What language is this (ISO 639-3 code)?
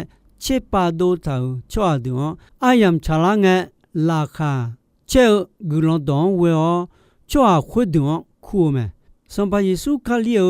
ahk